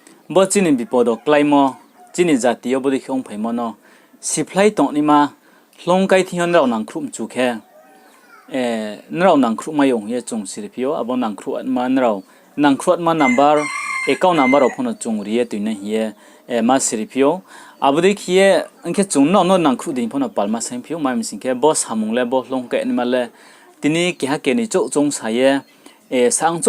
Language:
Riang (India)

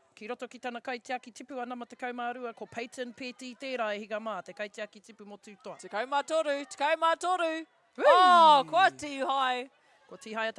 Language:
Māori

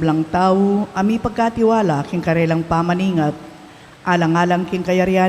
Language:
Pampanga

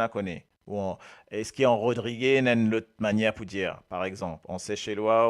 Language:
Morisyen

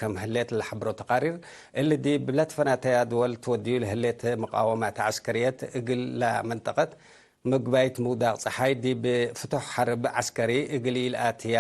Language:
Tigre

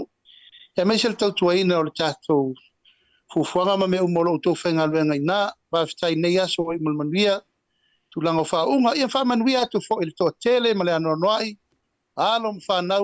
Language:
Samoan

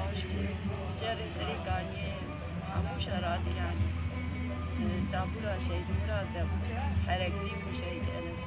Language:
Kurdish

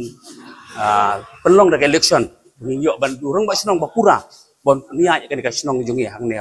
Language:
Khasi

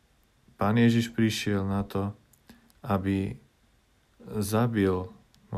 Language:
Slovak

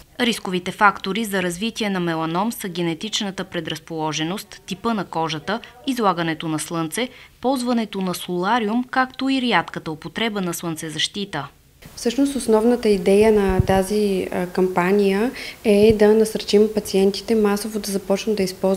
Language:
Bulgarian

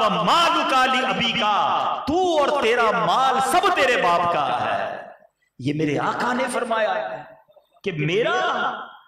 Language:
Urdu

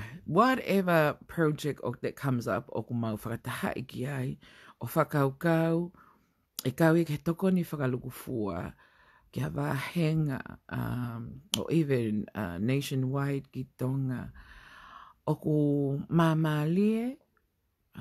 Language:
Tongan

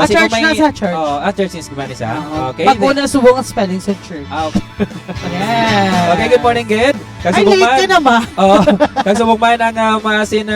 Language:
Hiligaynon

